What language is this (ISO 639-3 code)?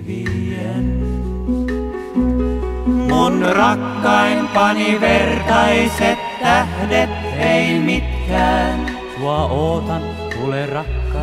fin